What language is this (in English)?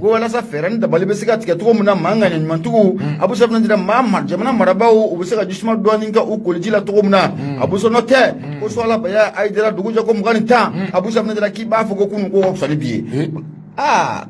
Bambara